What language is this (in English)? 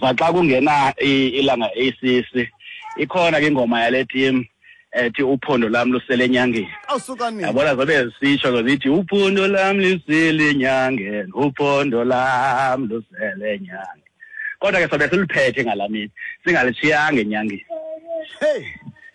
Xhosa